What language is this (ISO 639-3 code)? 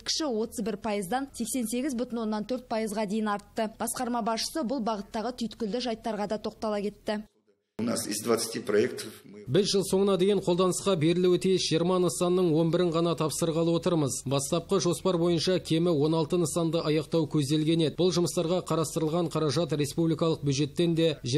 kaz